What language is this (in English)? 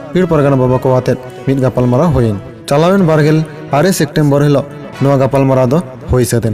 Santali